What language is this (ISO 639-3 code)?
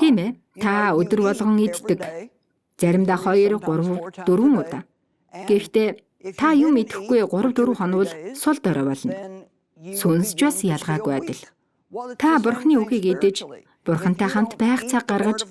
mon